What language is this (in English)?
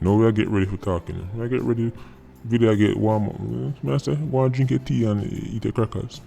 Jamaican Creole English